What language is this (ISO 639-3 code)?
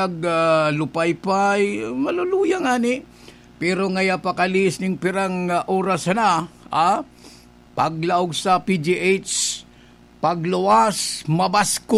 bik